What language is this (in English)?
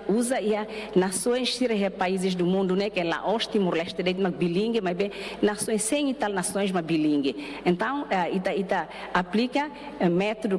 Tetum